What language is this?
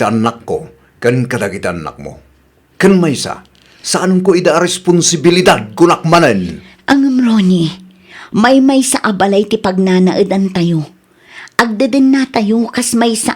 Iloko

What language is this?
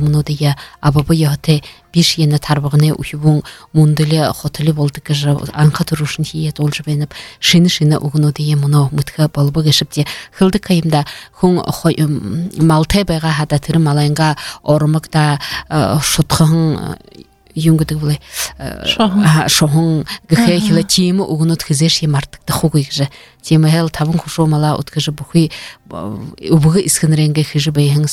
Buriat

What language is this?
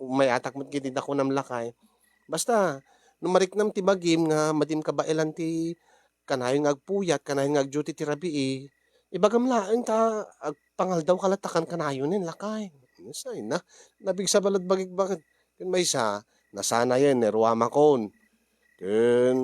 Iloko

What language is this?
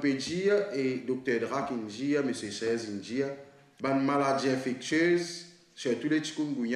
Morisyen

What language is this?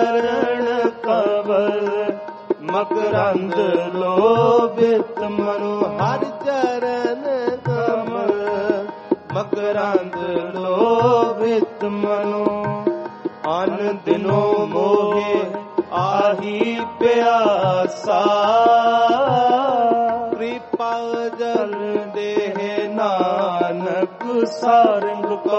Punjabi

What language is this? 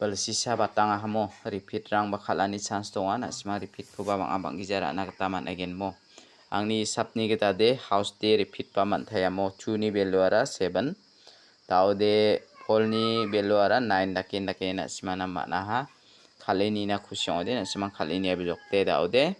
Garo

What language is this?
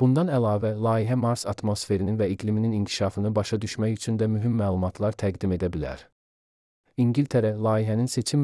Azerbaijani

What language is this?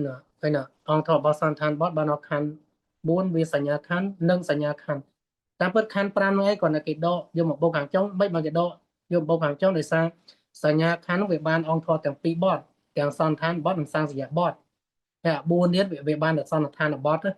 Khmer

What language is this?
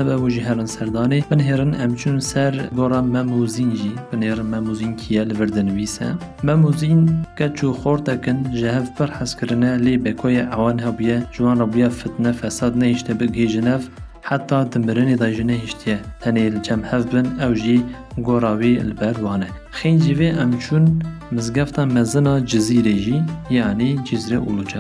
Kurdish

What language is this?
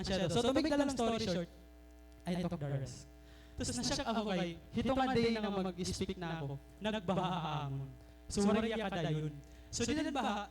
Waray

